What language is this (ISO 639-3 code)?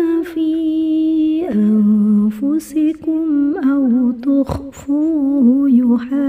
ara